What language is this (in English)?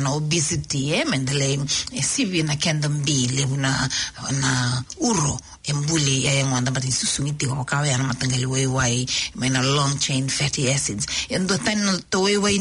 Fijian